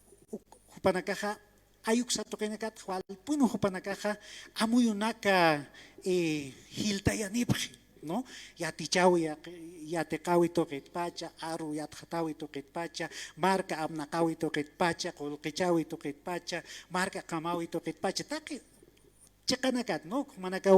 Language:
Aymara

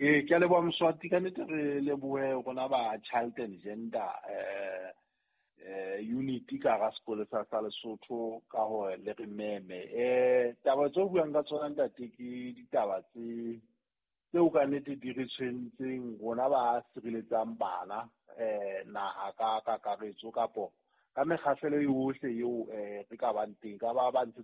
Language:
Southern Sotho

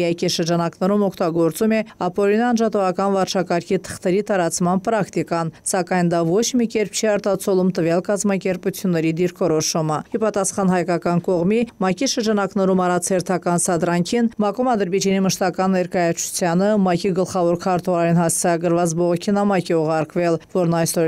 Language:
Armenian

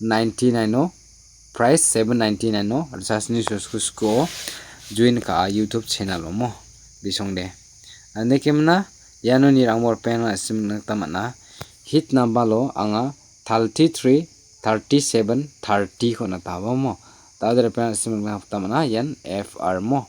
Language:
Garo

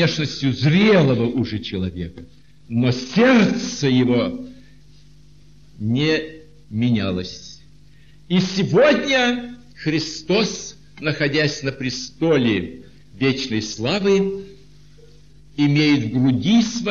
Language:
Russian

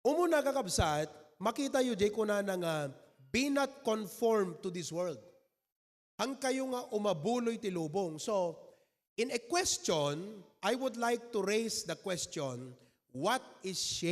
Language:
Iloko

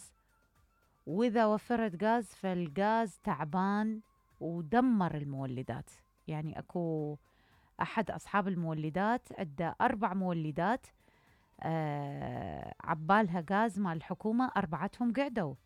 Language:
Mesopotamian Arabic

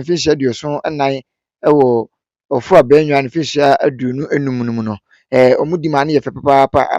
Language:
Akan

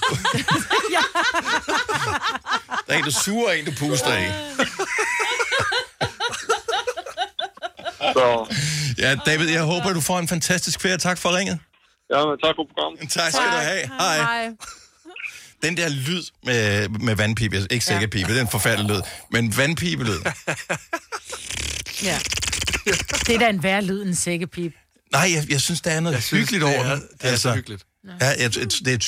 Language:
Danish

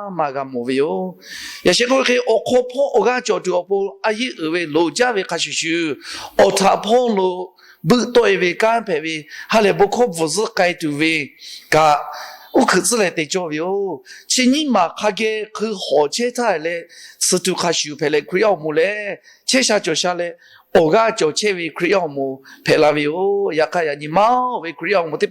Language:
Lahu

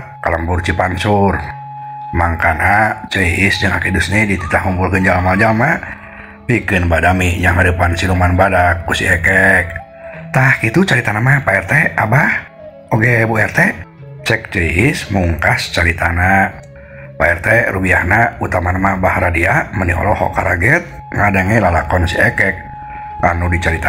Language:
Sundanese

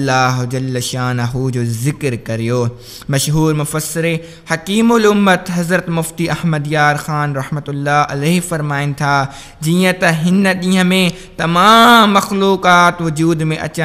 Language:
Sindhi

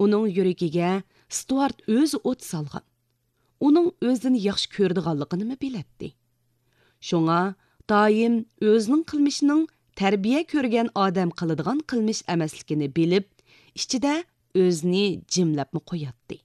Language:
Uyghur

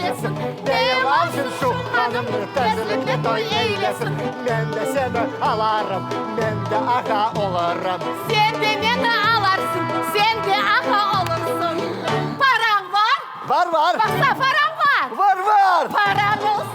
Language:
Crimean Tatar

